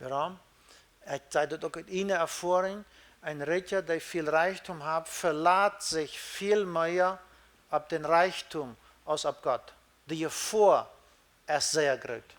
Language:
Plautdietsch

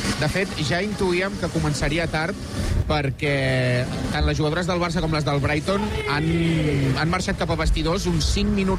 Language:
Catalan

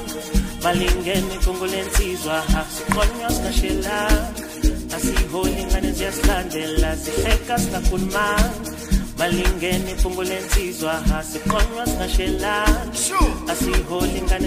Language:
Zulu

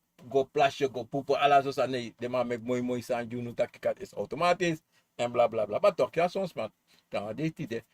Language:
Sranan Tongo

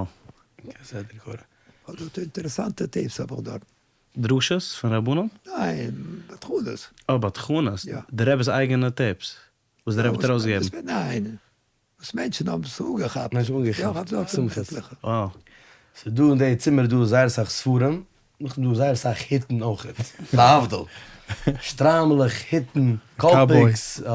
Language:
Yiddish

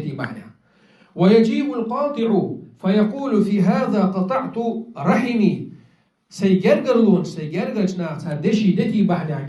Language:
Chechen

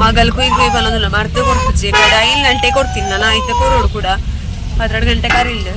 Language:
Tulu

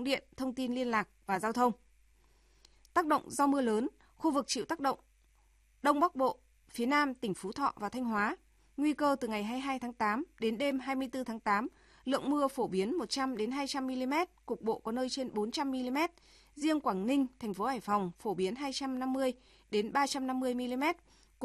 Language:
Vietnamese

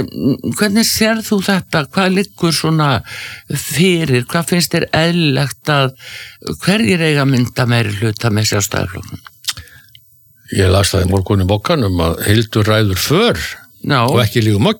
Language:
Icelandic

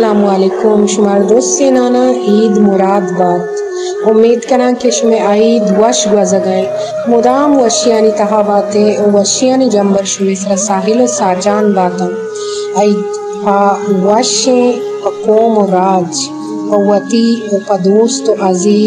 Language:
Baluchi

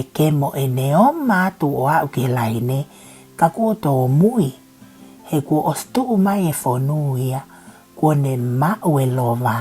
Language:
Tongan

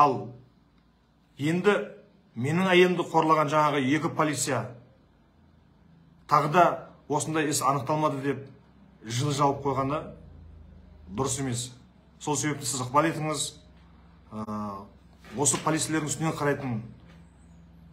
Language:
Kazakh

